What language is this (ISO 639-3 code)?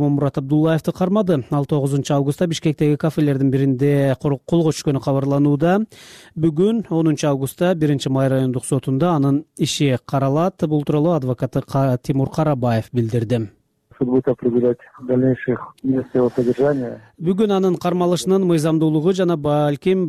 kir